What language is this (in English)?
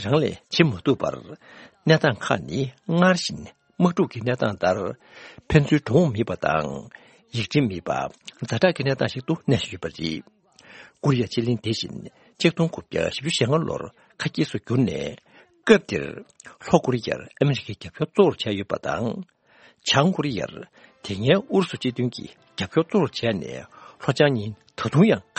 Tibetan